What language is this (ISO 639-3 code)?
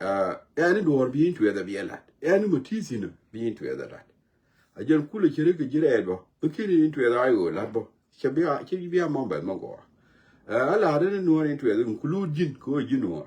nus